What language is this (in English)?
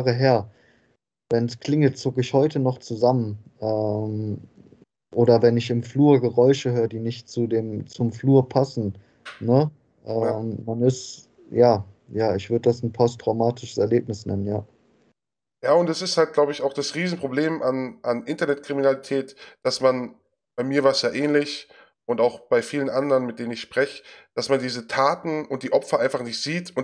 German